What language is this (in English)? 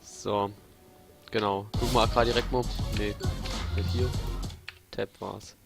Palatine German